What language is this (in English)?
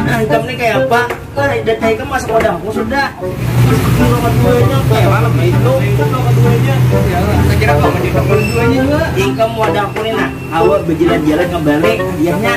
Banjar